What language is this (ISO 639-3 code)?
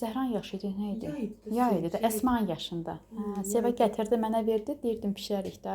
aze